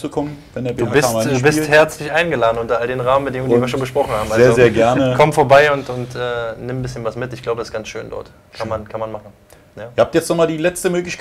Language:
German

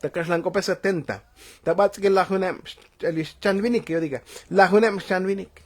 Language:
Tzotzil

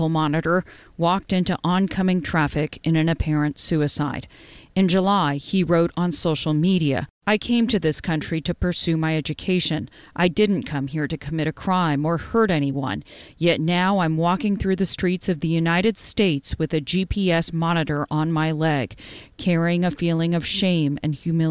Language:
English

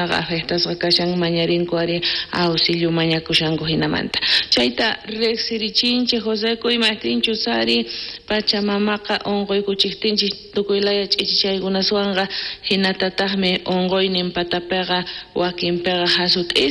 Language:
South Bolivian Quechua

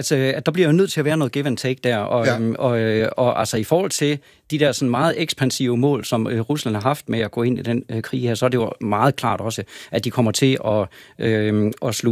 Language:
Danish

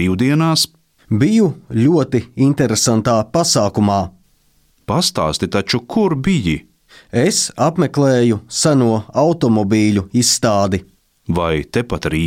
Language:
Latvian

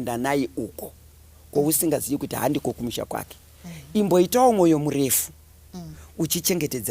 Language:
Shona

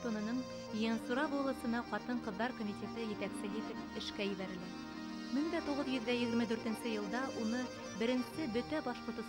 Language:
Bashkir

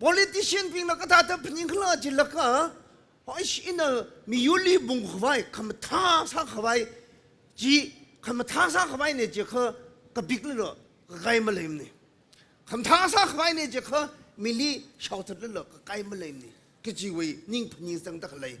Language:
Tangkhul Naga (India)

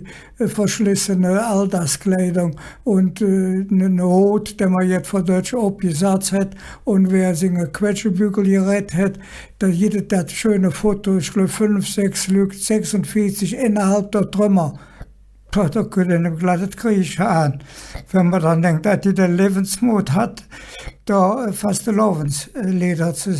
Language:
Colognian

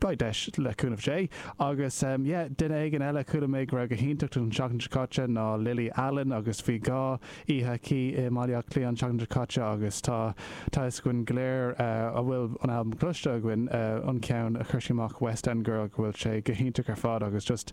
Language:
Irish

